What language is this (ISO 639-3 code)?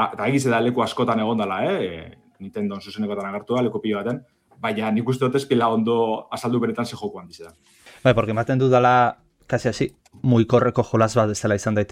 eus